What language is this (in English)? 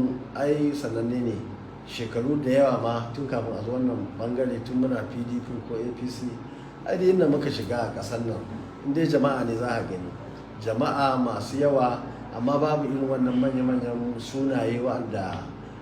Hausa